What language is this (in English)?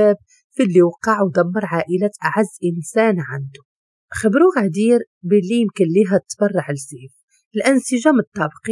Moroccan Arabic